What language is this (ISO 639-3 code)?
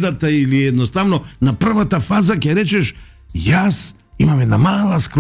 mkd